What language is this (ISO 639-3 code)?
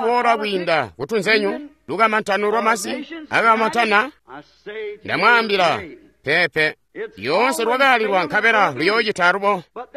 toi